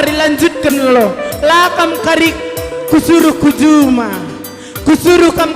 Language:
Batak Karo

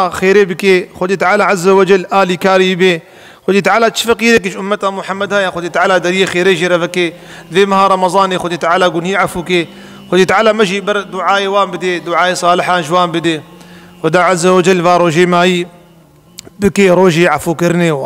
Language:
Kurdish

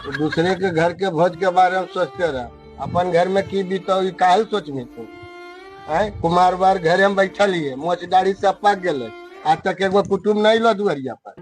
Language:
Magahi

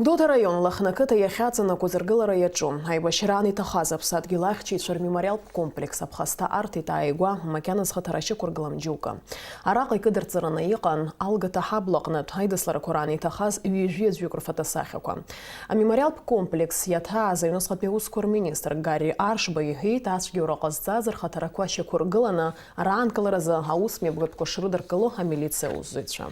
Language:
Abkhazian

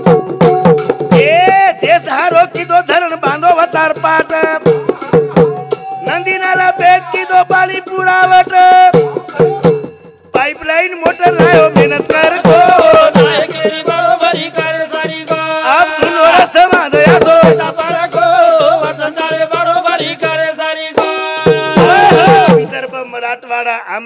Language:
Lambadi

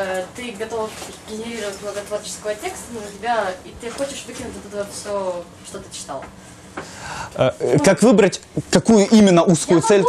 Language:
Russian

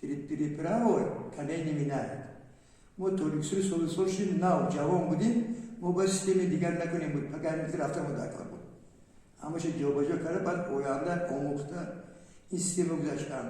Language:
Tajik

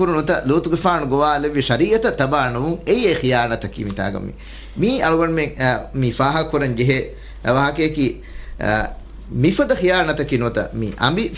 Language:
Divehi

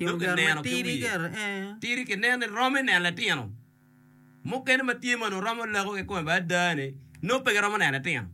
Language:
Acoli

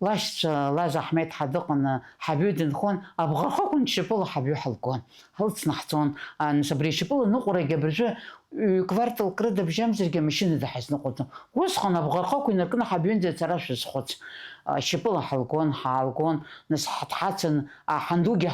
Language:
Abkhazian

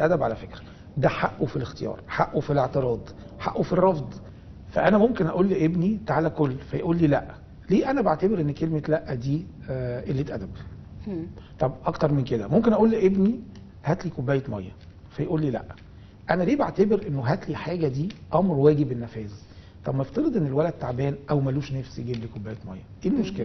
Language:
Egyptian Arabic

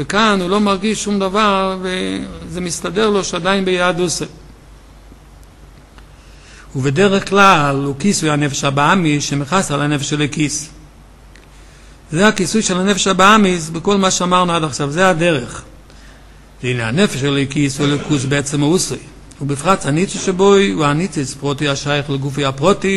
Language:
Hebrew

